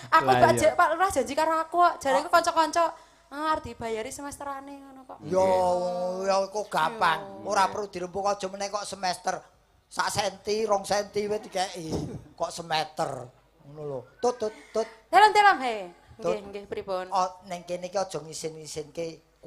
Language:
Javanese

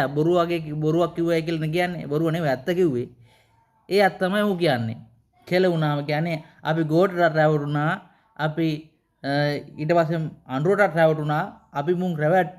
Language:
Sinhala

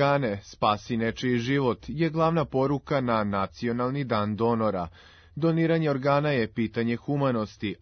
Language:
Serbian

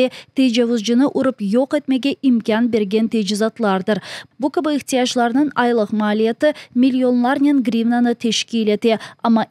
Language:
Crimean Tatar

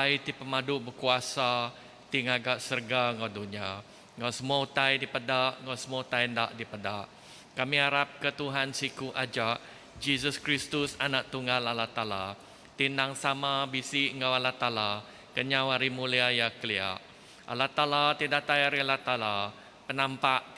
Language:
Iban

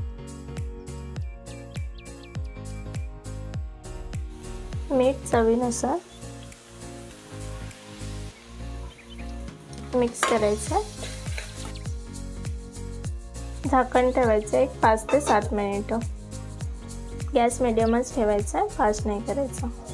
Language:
Marathi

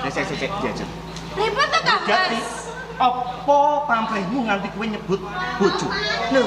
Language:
Javanese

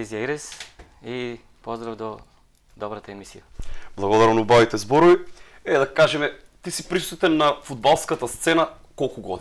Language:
Macedonian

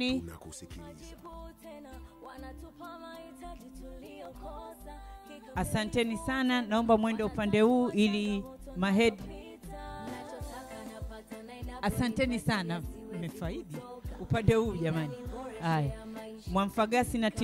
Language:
Swahili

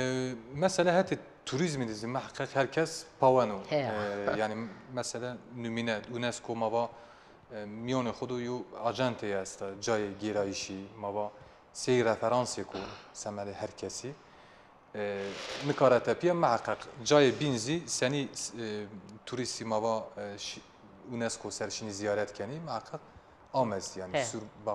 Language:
Zaza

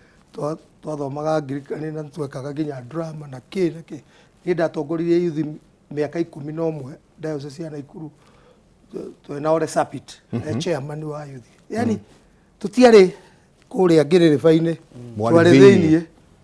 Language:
Kikuyu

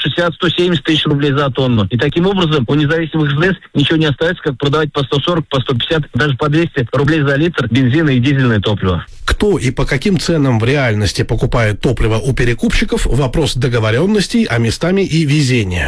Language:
Russian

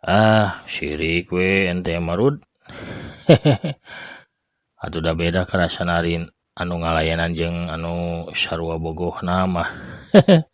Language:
Sundanese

